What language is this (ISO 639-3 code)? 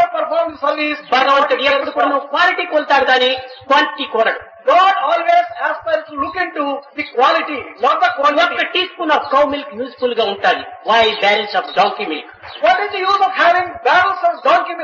tel